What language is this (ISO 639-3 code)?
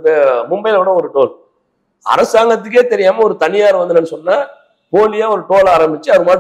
tam